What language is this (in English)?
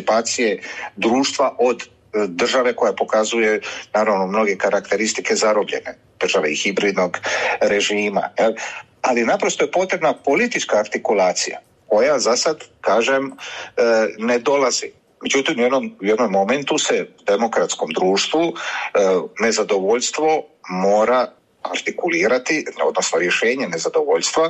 Croatian